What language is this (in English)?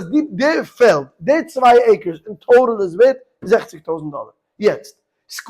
Yiddish